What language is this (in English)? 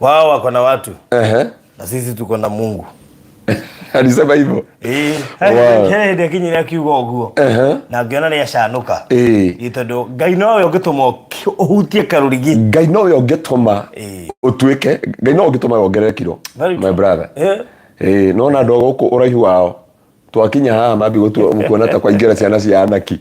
Kikuyu